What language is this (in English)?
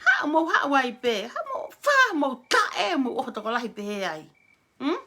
Tongan